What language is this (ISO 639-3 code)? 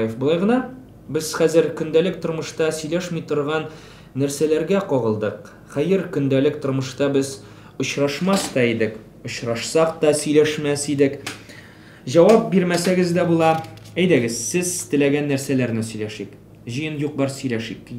tat